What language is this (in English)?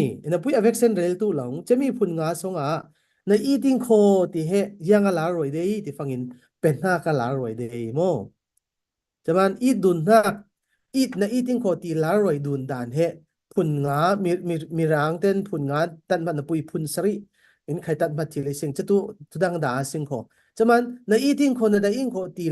Falam Chin